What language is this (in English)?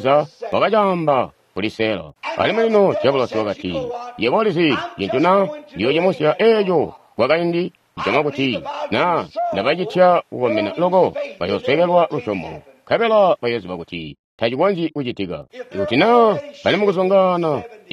Tonga (Zambia)